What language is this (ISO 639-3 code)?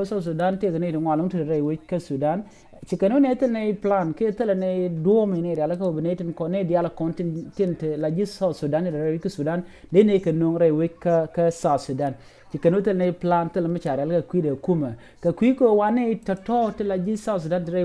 nus